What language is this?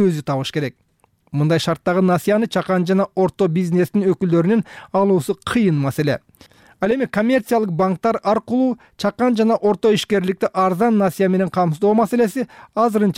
Kyrgyz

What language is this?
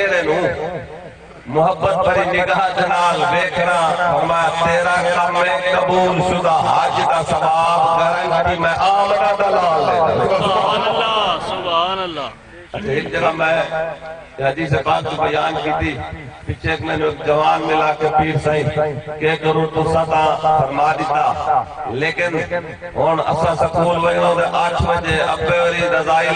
Saraiki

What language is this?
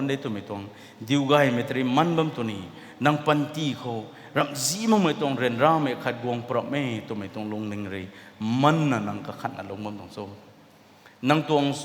Rongmei Naga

